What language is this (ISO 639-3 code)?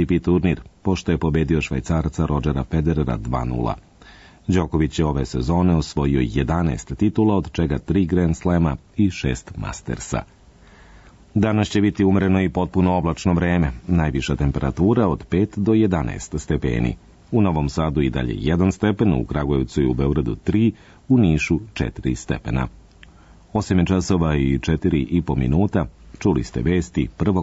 srp